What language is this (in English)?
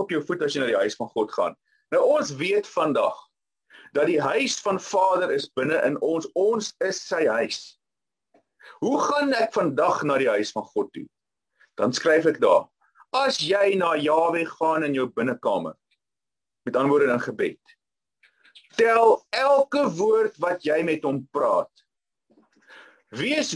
Afrikaans